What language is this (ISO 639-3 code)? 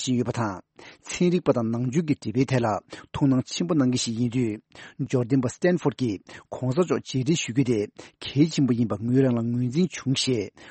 bod